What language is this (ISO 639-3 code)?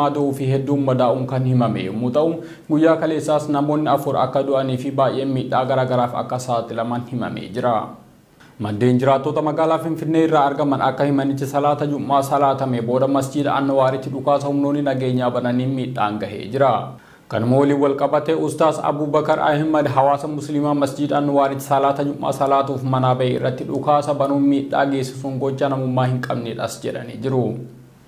orm